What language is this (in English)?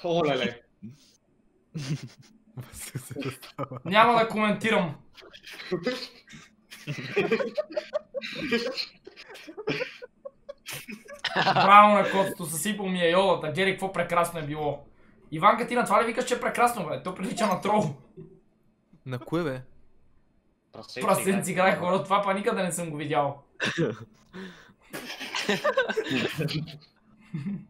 Bulgarian